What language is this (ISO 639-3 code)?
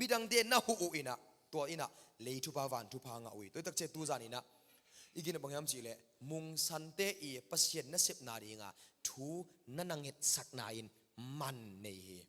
ctd